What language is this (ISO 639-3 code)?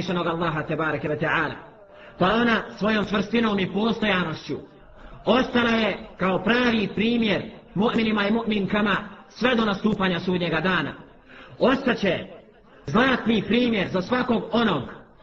bos